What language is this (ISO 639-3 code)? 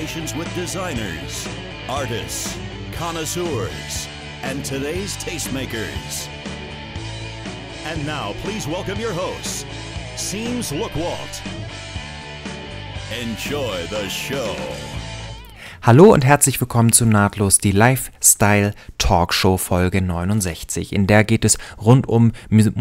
deu